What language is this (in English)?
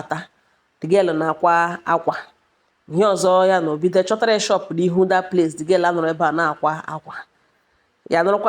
Igbo